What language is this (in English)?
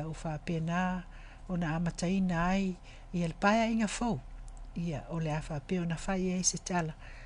Samoan